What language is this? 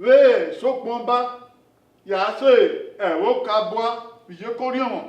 Bini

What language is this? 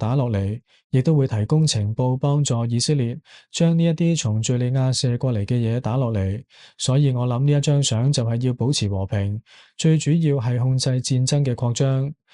Cantonese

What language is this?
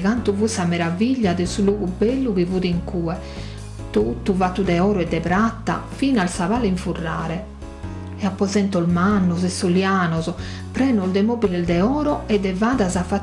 Sardinian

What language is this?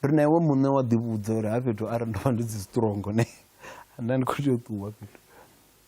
Venda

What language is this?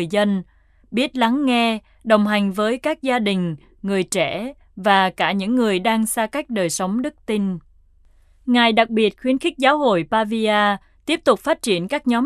Vietnamese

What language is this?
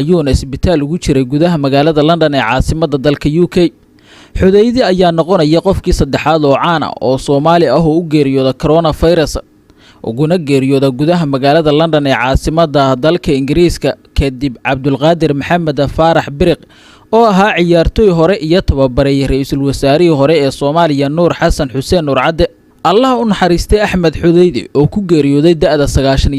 Somali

